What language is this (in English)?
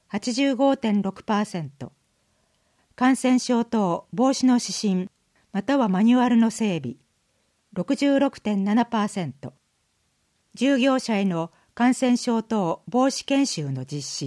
Japanese